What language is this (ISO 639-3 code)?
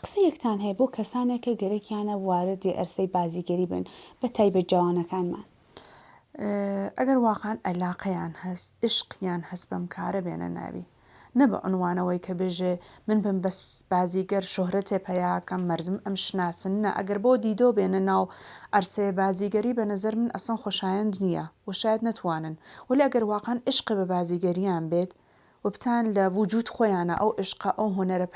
ckb